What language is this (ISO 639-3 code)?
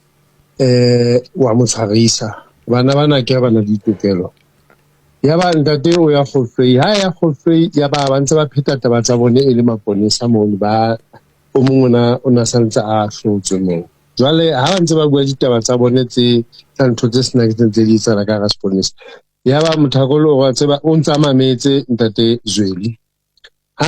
sot